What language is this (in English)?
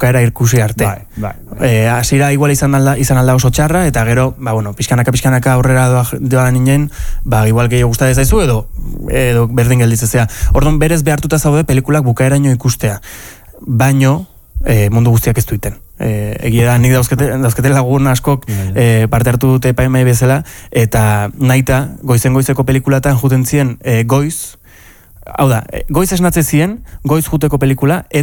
Basque